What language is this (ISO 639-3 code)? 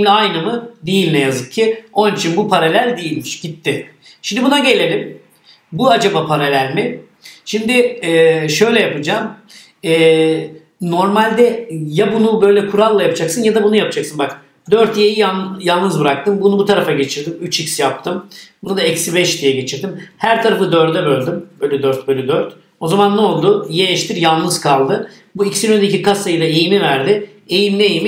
tur